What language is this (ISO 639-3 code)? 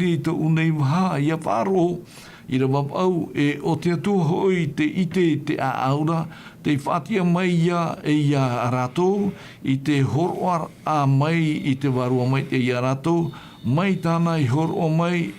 tah